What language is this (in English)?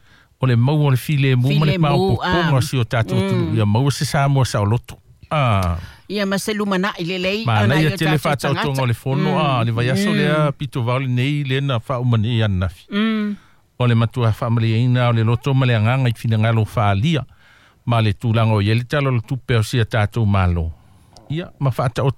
Samoan